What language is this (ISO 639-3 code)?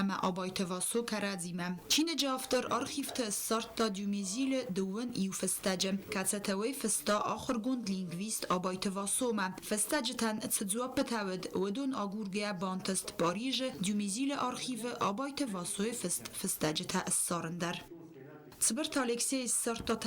oss